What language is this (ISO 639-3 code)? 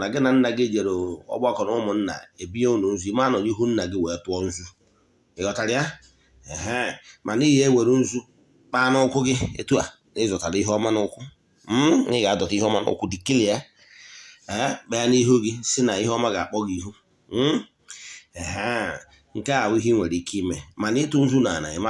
ibo